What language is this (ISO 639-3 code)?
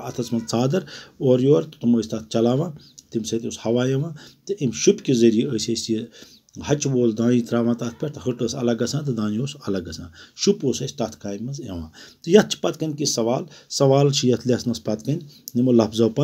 kas